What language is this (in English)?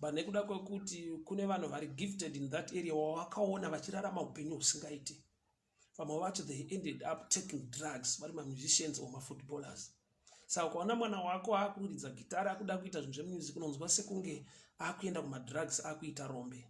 Shona